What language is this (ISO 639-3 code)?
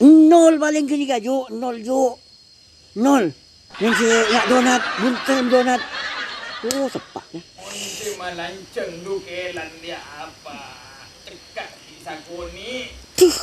mad